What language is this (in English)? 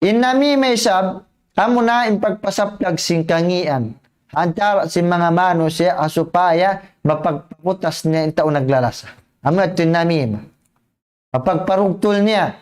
Tausug